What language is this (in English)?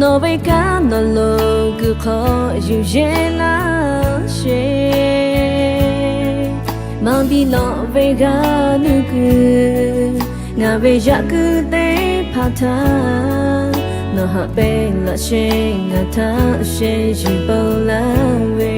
Lahu